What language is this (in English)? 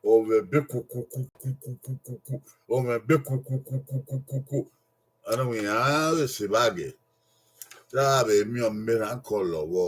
Bini